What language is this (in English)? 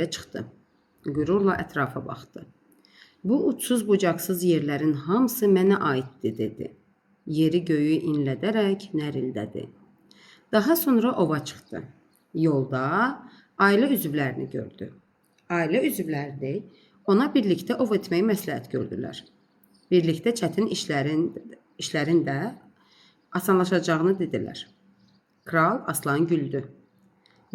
Azerbaijani